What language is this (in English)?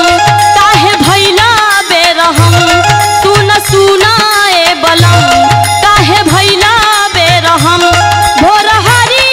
Bhojpuri